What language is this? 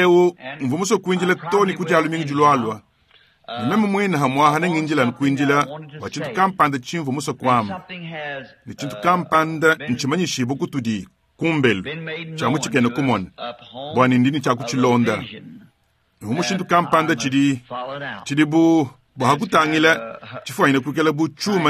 Luba-Lulua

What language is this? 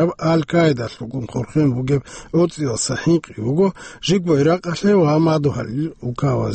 Avaric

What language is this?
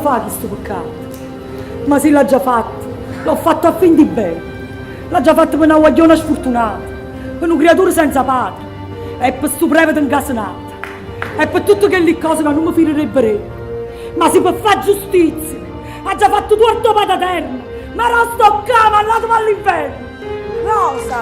Neapolitan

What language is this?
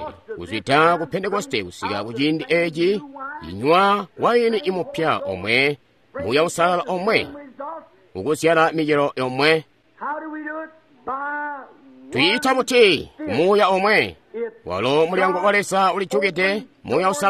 Tonga (Zambia)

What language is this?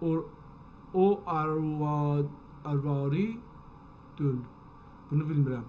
South Azerbaijani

